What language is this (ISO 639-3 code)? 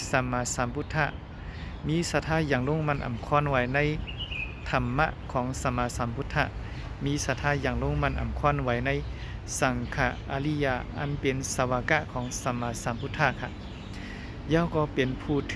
shn